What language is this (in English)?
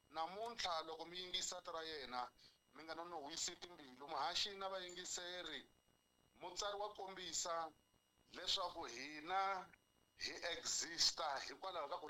Tsonga